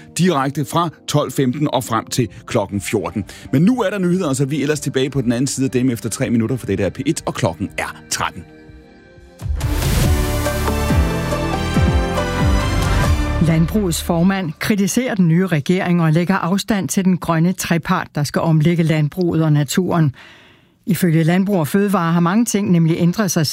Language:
Danish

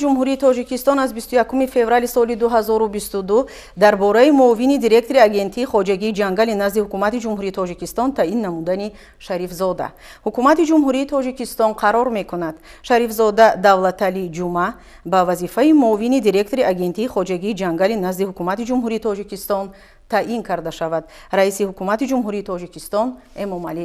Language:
Tajik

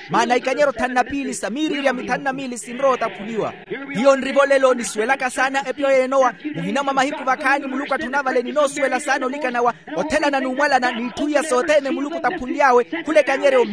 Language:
Makhuwa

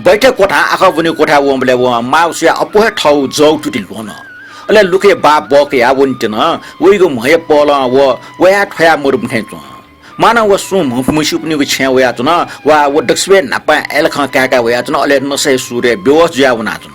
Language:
Newari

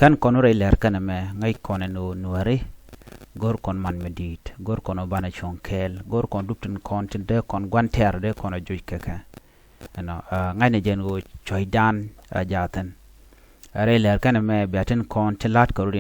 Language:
Nuer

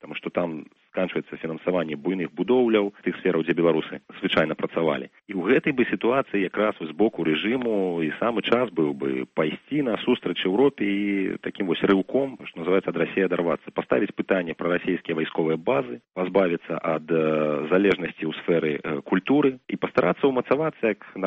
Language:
Belarusian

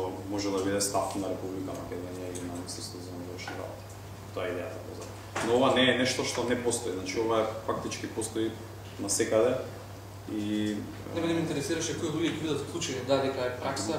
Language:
Macedonian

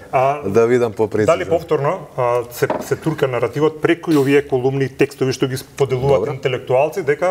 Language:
Macedonian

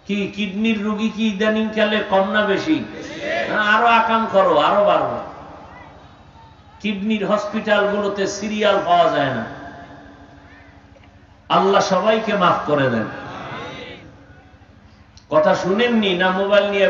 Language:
Bangla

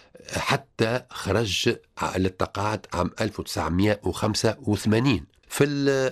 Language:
Tunisian Arabic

